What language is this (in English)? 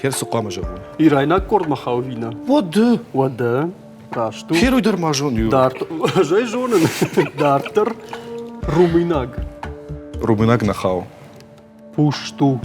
Ossetic